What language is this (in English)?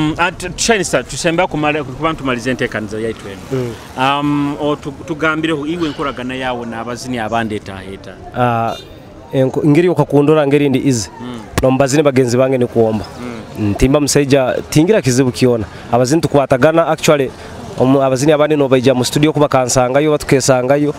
Nyoro